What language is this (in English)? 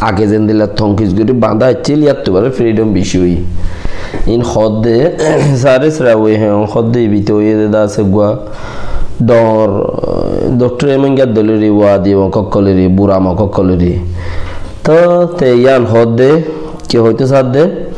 Rohingya